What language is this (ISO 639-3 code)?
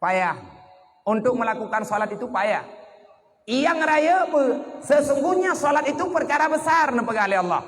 ace